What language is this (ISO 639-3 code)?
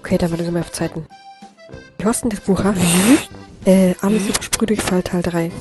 bar